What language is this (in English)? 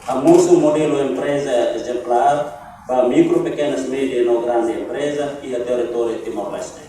Tetum